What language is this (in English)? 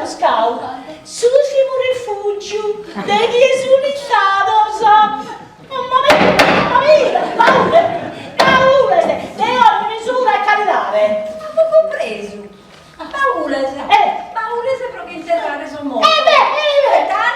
Sardinian